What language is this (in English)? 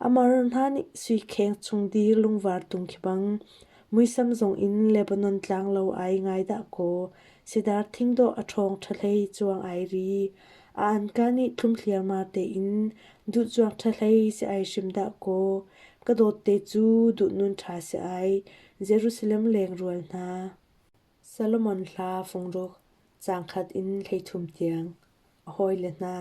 Hakha Chin